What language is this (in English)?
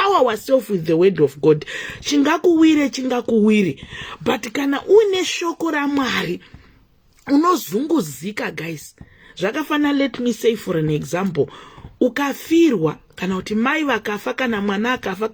Shona